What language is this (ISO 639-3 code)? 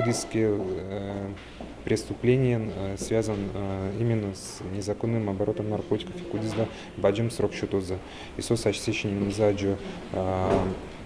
udm